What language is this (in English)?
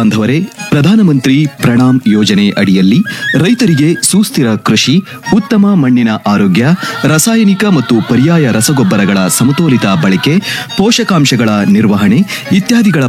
Kannada